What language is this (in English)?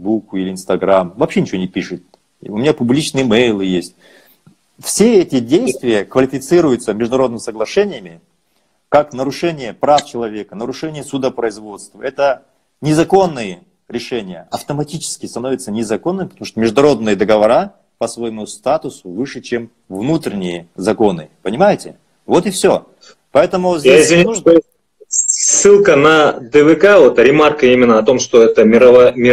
Russian